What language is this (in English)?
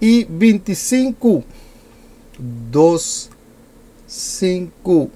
Papiamento